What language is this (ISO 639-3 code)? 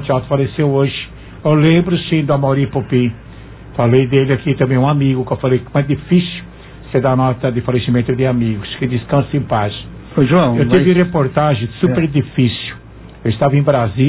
por